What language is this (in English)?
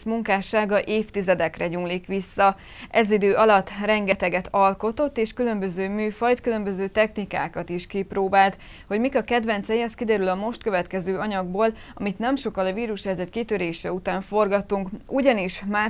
Hungarian